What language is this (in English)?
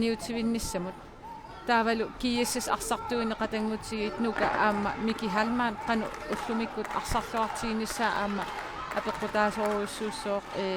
Kalaallisut